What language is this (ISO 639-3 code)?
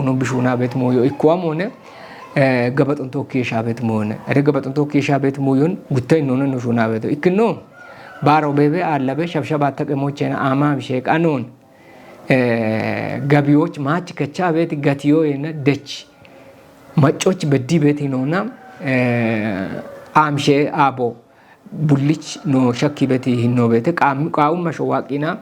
kbr